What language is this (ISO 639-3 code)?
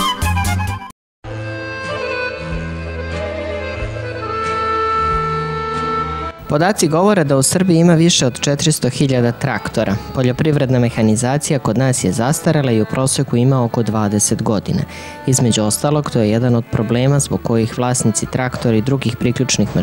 srp